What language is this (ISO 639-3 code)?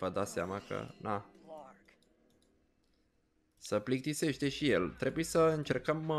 ron